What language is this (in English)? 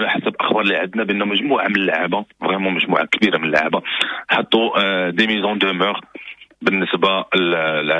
Moroccan Arabic